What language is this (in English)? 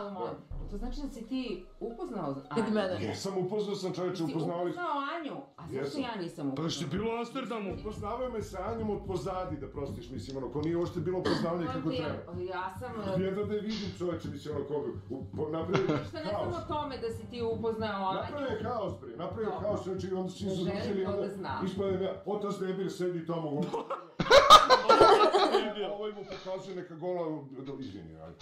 Serbian